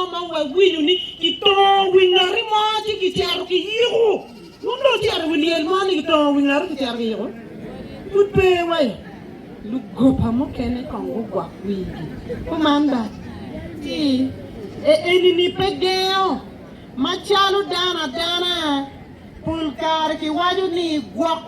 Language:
Acoli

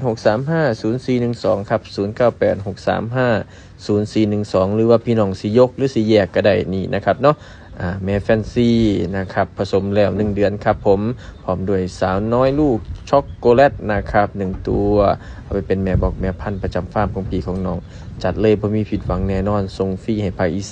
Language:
Northeastern Thai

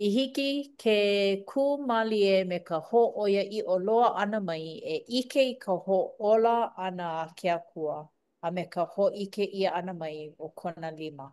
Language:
Hawaiian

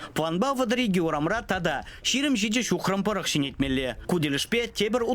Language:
Chuvash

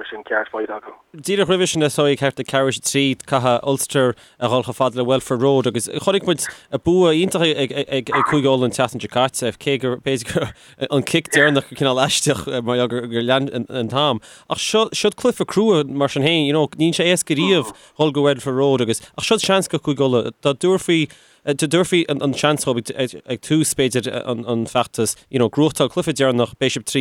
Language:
Irish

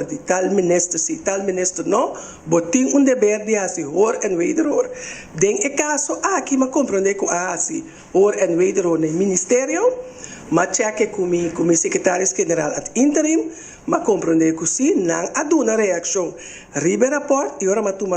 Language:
Papiamento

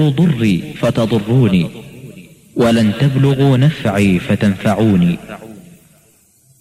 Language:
Indonesian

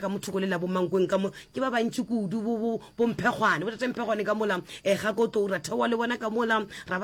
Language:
Northern Sotho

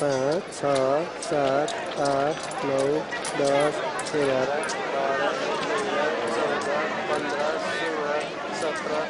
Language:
Eastern Tamang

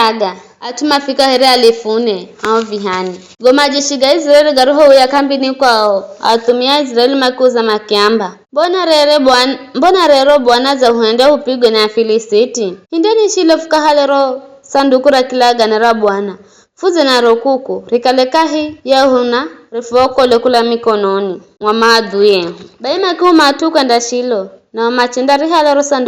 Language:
Giryama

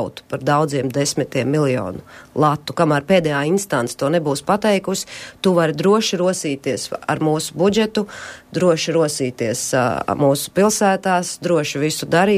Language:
Latvian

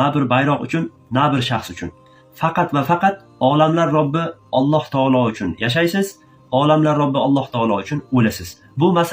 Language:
Uzbek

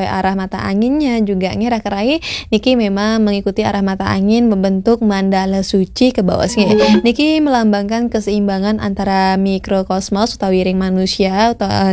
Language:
Balinese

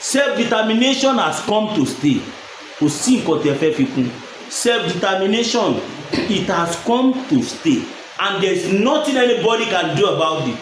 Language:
Yoruba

